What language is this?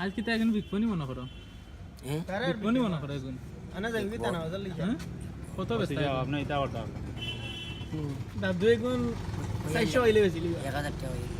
Sylheti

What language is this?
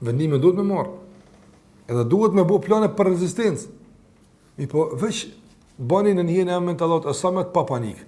Albanian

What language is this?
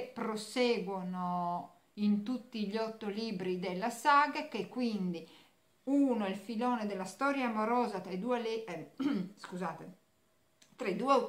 Italian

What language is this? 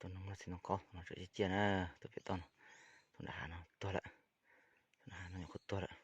Hmong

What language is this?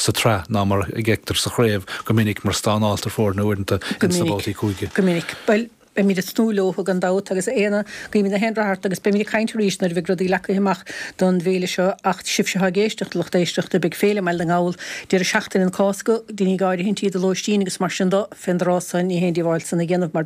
Irish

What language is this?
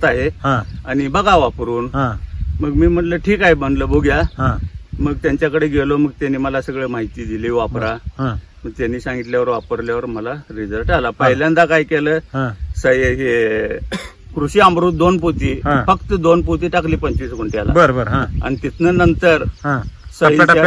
Marathi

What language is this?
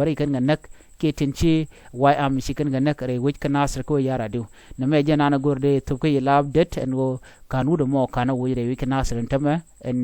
Nuer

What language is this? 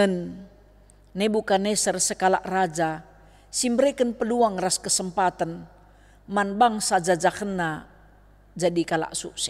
Batak Karo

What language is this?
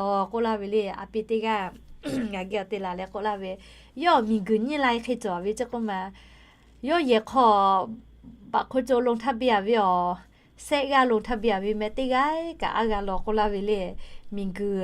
Lahu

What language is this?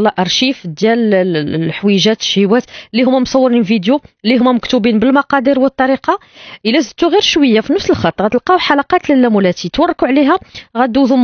Moroccan Arabic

